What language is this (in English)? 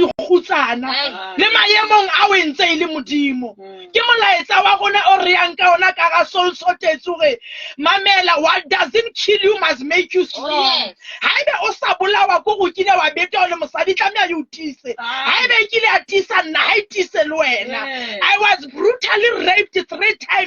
Southern Sotho